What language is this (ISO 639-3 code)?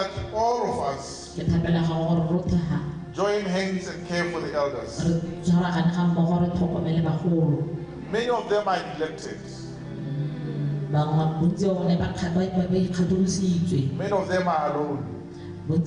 tsn